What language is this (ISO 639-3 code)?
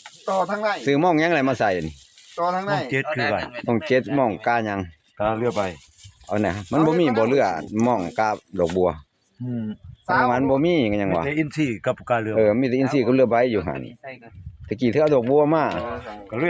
tts